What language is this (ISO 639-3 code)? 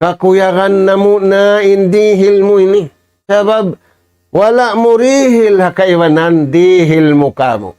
tsg